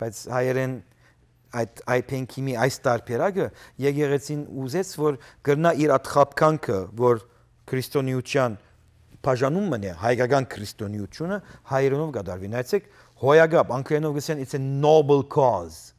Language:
Western Armenian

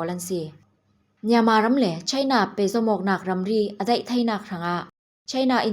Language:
Falam Chin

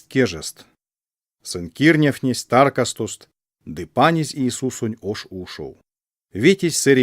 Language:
Erzya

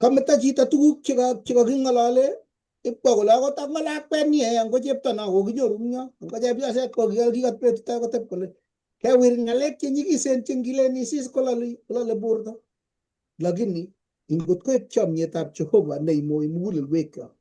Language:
Kalenjin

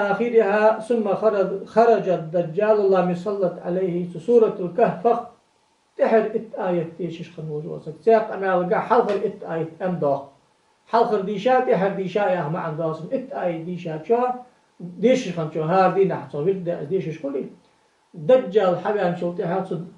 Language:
Ingush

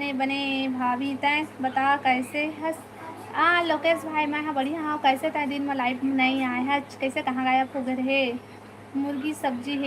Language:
Chhattisgarhi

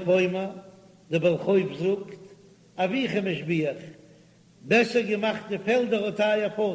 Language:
Yiddish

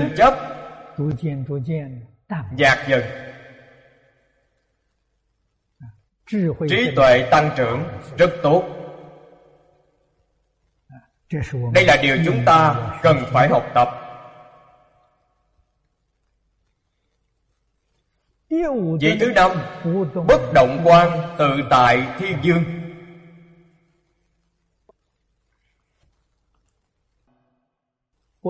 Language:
Vietnamese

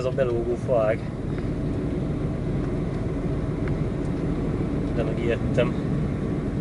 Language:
Hungarian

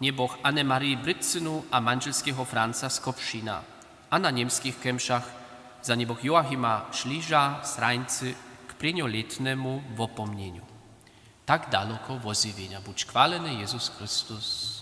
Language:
Upper Sorbian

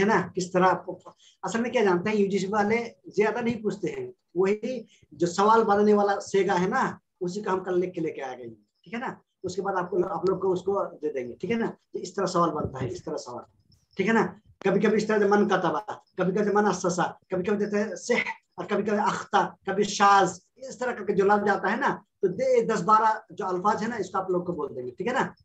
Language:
Urdu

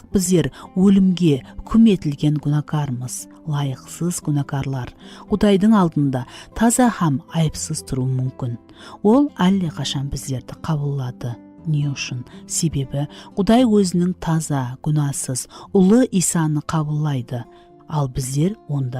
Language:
Kara-Kalpak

